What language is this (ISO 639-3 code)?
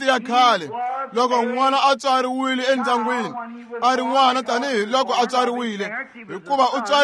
tso